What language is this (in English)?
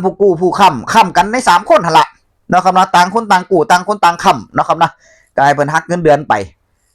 Northeastern Thai